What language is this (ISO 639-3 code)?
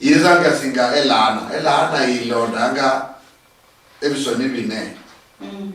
luy